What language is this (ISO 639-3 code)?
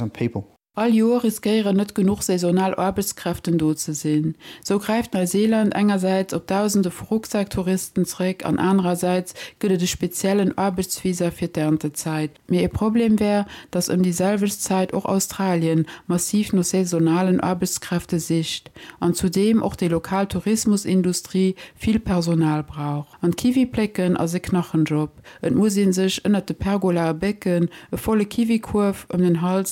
ltz